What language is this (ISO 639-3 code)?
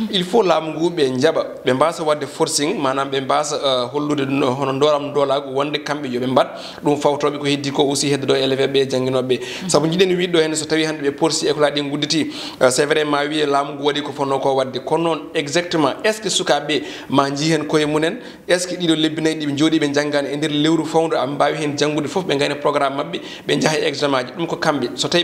ful